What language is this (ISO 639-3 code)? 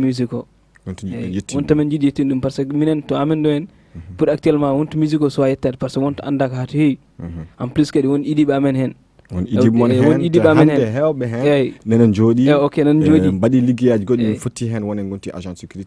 ful